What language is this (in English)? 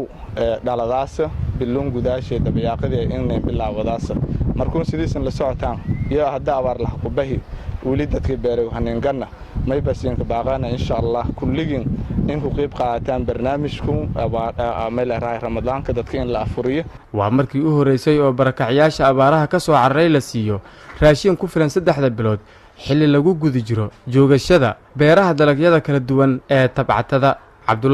Somali